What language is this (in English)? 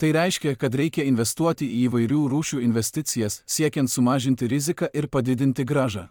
Lithuanian